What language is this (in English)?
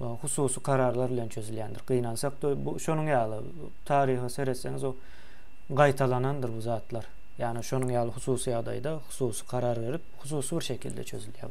Turkmen